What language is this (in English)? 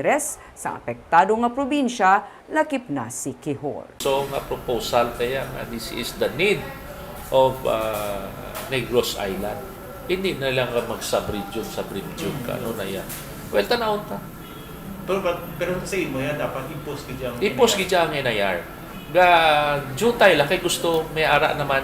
Hiligaynon